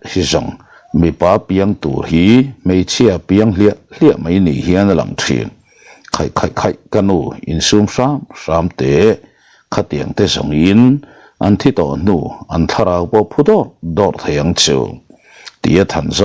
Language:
Mizo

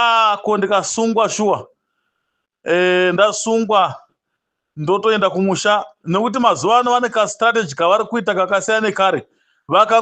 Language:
Shona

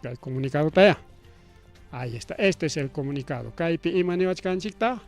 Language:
Ayacucho Quechua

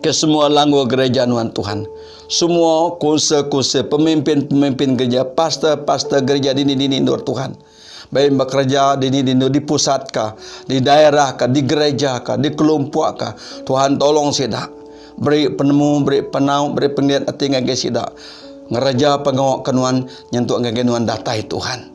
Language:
Iban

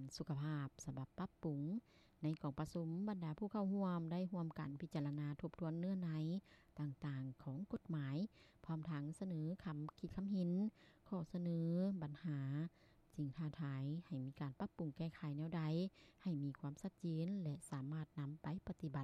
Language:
Lao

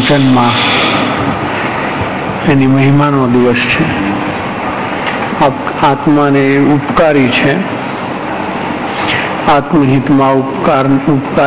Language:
Gujarati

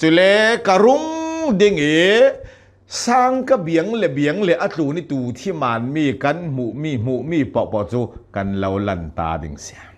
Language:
Hakha Chin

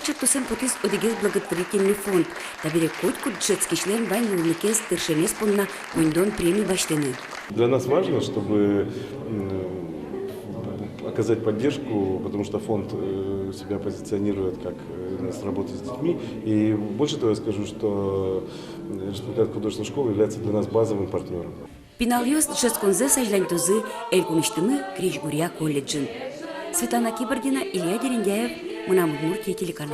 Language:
Udmurt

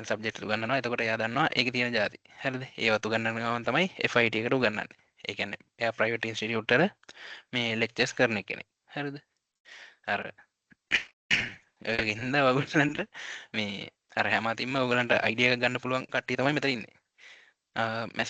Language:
Sinhala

